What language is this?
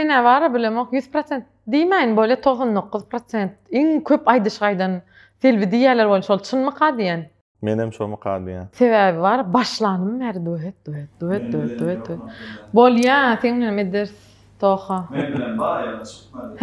Turkmen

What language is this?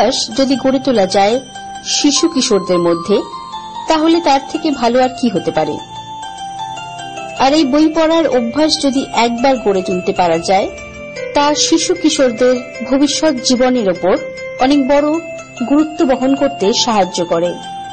Bangla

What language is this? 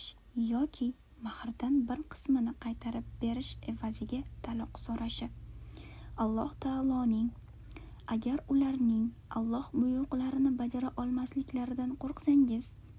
Uzbek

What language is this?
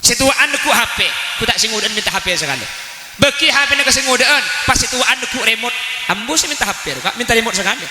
Madurese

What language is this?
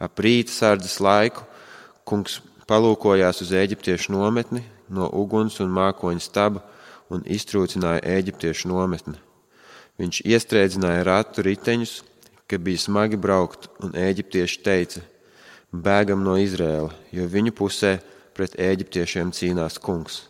Latvian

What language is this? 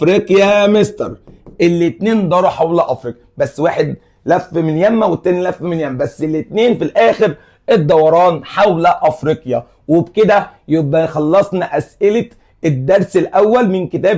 Egyptian Arabic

